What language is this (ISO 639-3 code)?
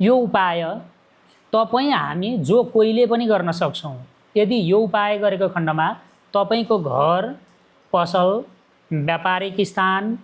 nep